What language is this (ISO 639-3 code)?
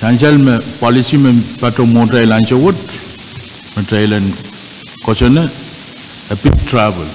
pon